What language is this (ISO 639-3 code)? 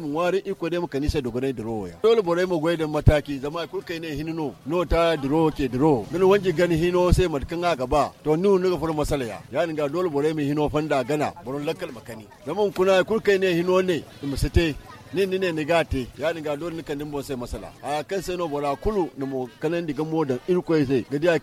dje